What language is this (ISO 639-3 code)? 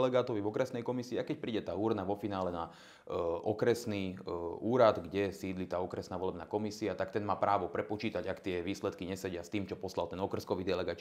slk